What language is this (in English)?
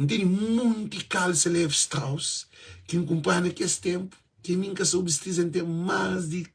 Kabuverdianu